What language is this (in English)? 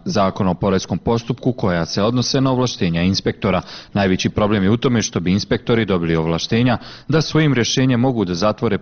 Bosnian